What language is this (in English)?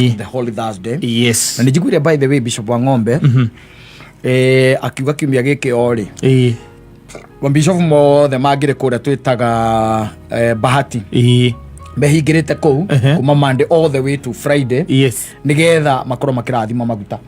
Kikuyu